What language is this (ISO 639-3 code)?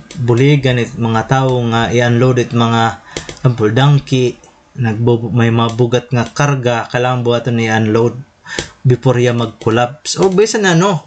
war